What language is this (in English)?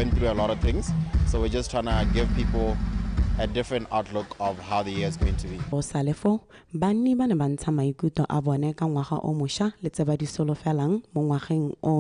Tswana